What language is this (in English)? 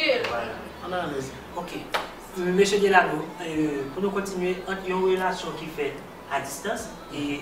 Haitian Creole